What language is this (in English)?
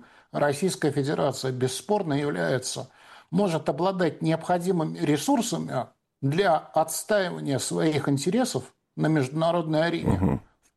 Russian